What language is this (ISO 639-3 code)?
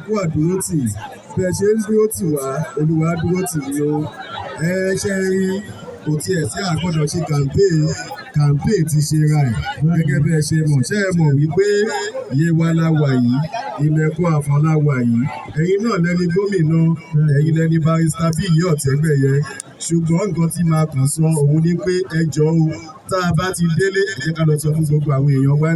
yor